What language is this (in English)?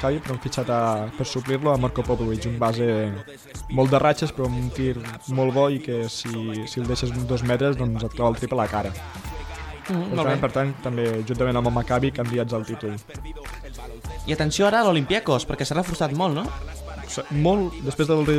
Catalan